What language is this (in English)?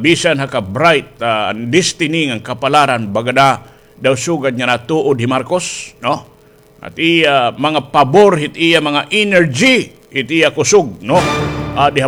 Waray